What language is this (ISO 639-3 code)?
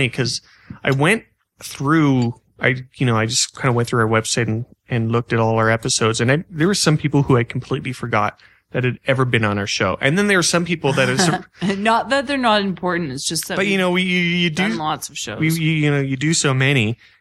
eng